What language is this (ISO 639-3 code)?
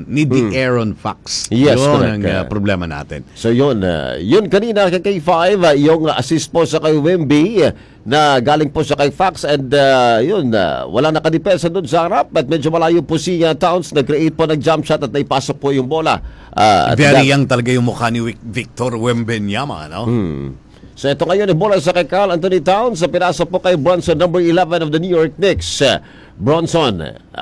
fil